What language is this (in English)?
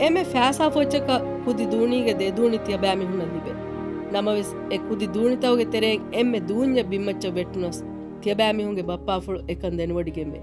Divehi